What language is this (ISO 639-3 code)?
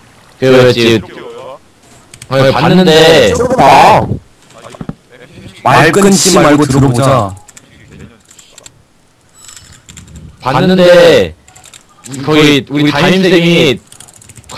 kor